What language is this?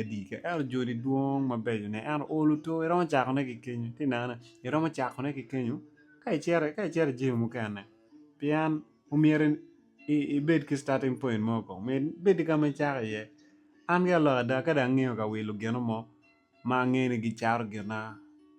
Acoli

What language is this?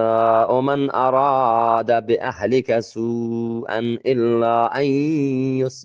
Eastern Balochi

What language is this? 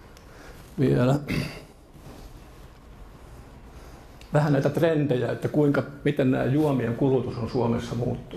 Finnish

